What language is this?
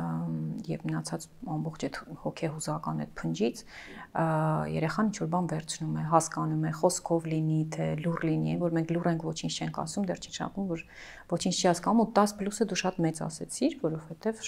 Armenian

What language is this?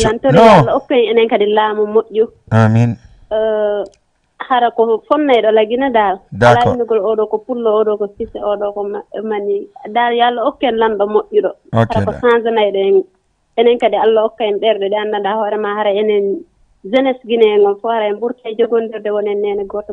Fula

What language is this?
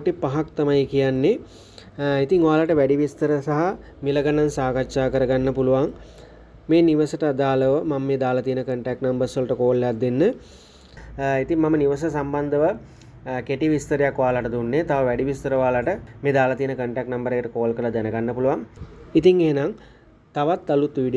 Sinhala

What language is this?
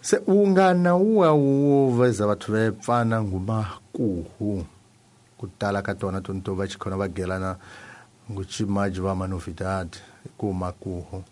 Tsonga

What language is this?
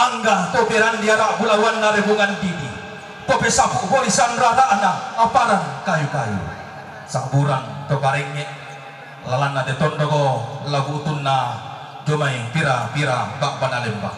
Toraja-Sa'dan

